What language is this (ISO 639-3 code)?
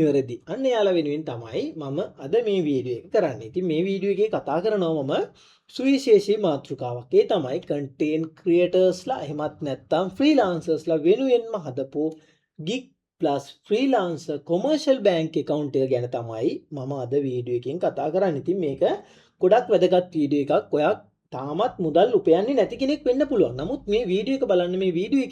sin